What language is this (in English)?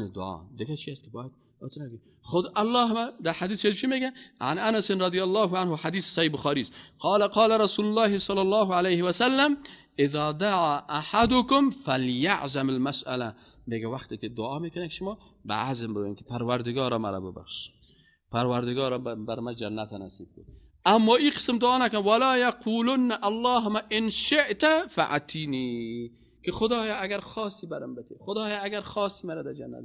Persian